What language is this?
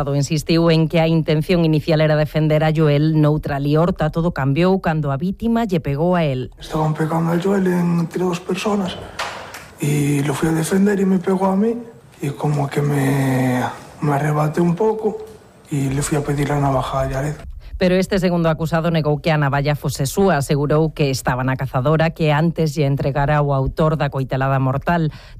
Galician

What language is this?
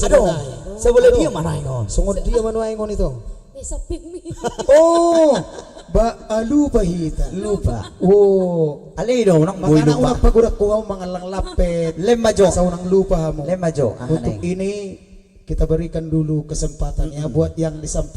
Batak Toba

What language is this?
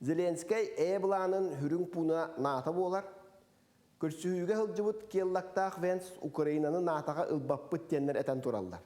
Yakut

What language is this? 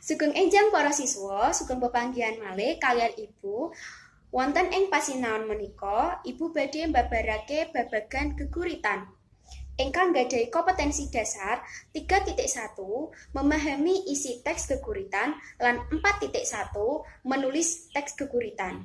Javanese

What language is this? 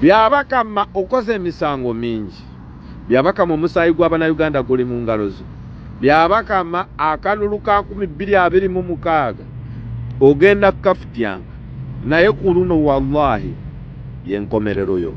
Ganda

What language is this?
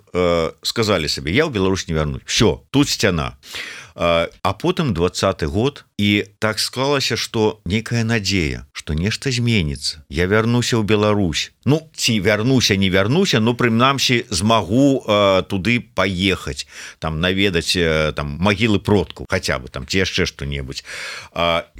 Belarusian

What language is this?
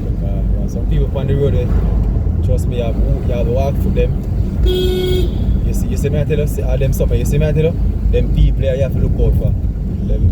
Jamaican Creole English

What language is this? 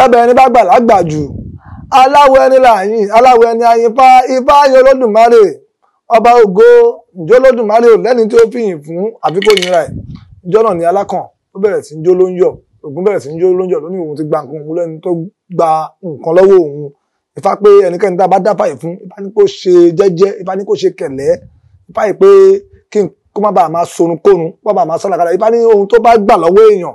Yoruba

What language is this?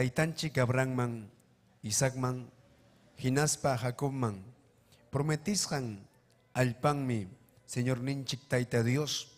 Ayacucho Quechua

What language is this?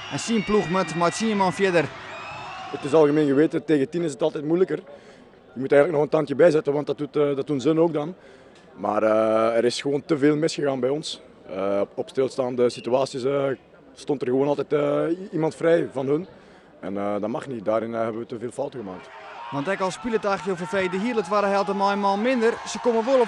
Western Frisian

